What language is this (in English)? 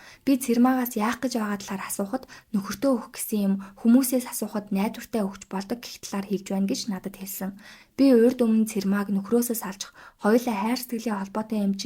Mongolian